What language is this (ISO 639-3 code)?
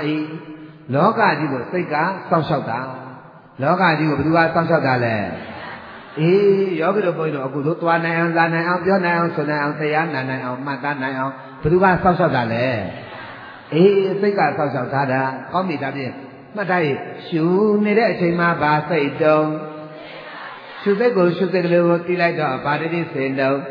mya